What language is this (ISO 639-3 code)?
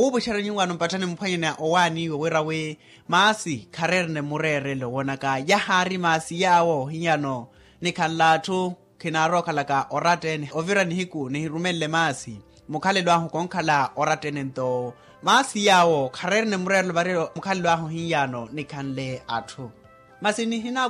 vmw